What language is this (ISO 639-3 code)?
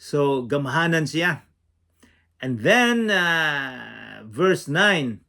ceb